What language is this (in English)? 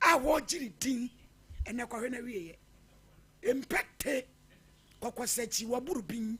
Akan